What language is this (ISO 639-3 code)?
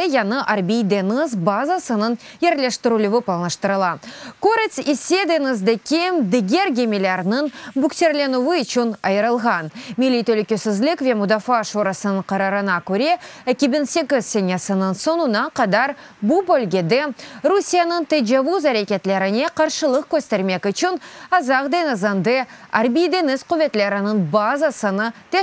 crh